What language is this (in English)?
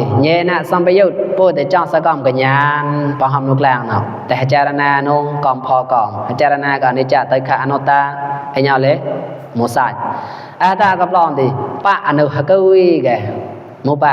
Mon